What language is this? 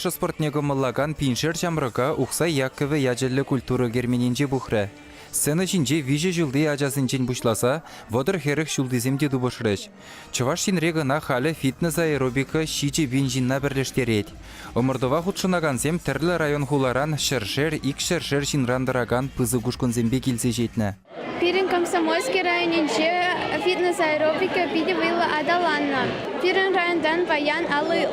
Chuvash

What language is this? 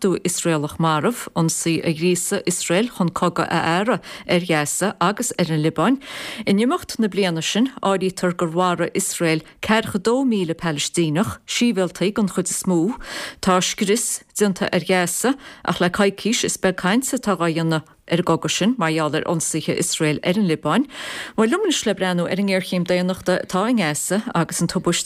Irish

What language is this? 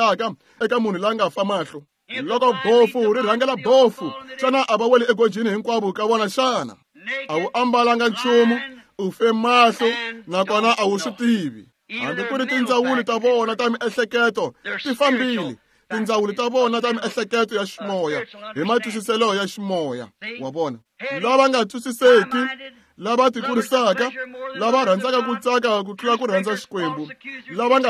Tsonga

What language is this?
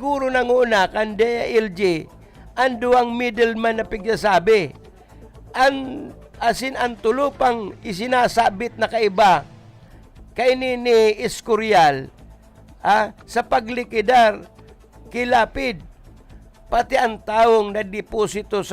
Bikol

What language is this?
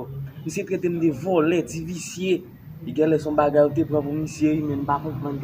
Haitian Creole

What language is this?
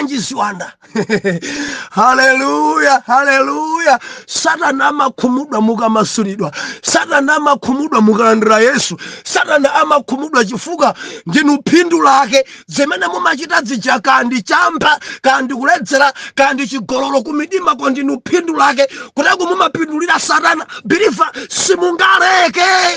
Nyanja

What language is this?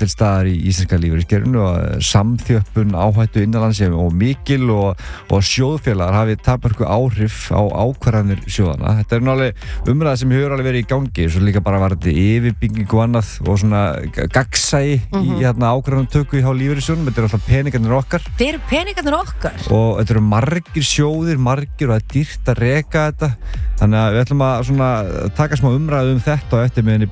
Icelandic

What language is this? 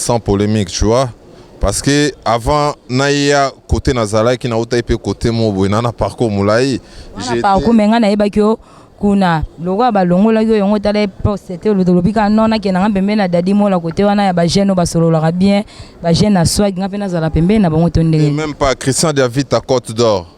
Lingala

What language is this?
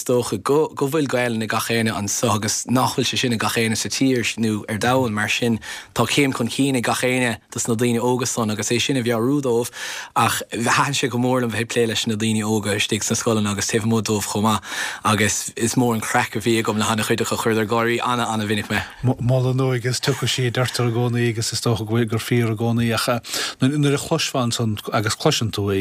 Irish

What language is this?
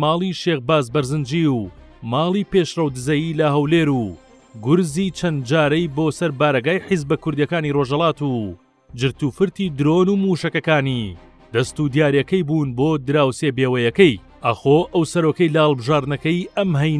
Central Kurdish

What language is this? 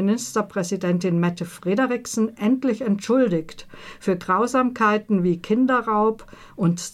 German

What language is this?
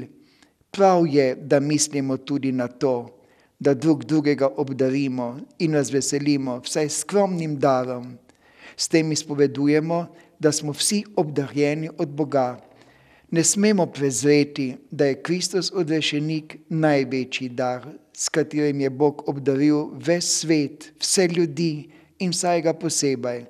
Slovenian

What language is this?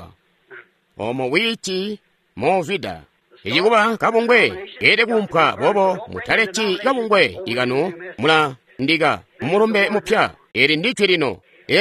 Tonga (Zambia)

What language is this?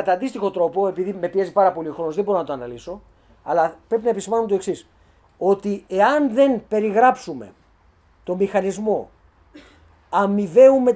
Greek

